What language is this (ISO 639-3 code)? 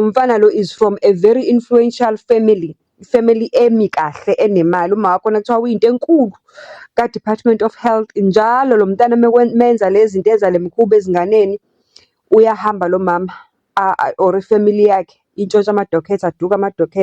zul